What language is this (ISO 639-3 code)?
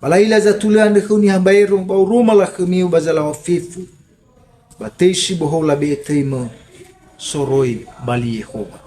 nia